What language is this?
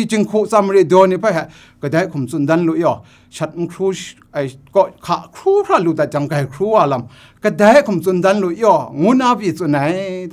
Kachin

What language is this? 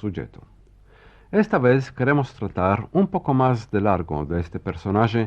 Ladino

